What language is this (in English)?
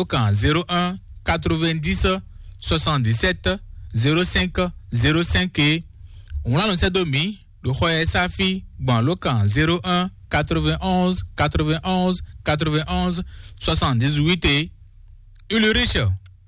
Fon